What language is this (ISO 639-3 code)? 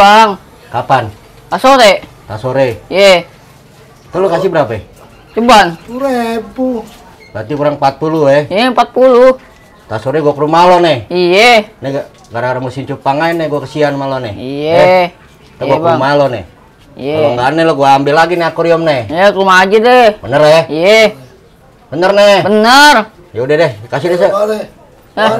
bew